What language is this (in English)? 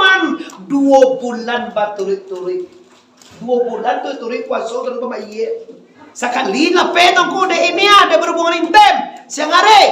Minangkabau